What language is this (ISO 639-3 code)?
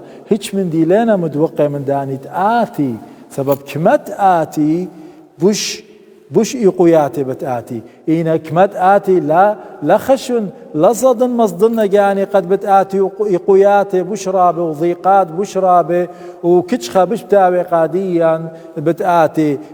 aii